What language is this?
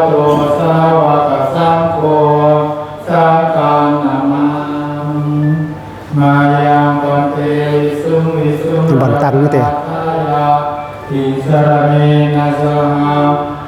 Pali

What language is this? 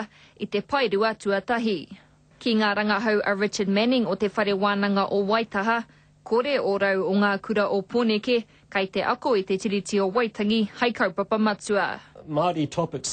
Māori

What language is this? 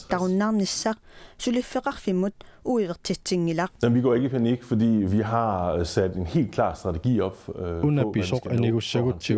Kalaallisut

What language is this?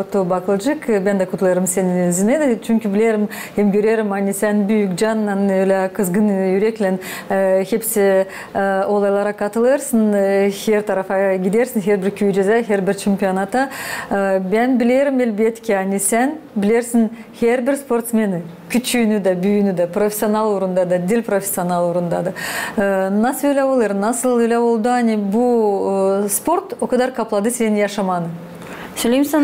Gagauz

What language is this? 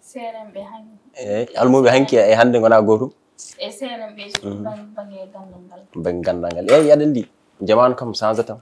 Fula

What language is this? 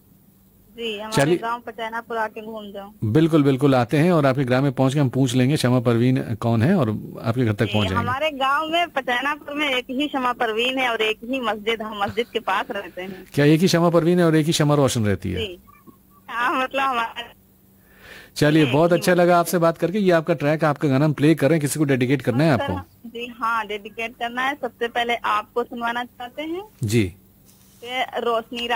Hindi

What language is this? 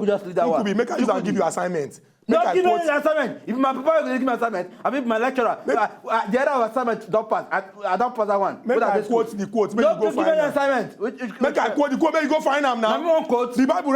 Nigerian Pidgin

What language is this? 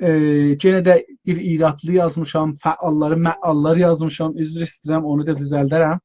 South Azerbaijani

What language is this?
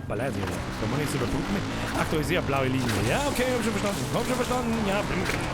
Bavarian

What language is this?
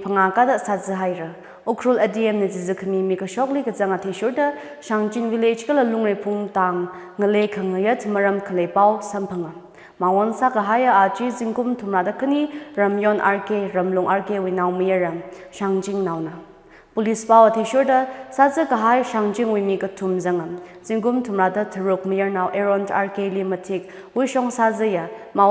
Tangkhul Naga (India)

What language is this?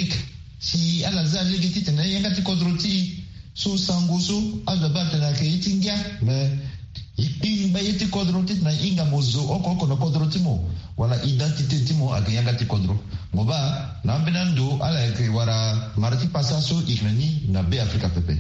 Sango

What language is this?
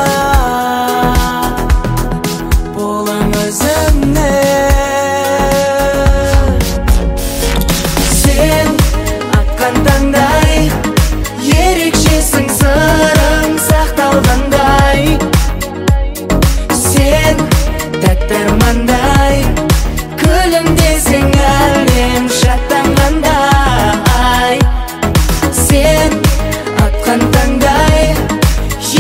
Kazakh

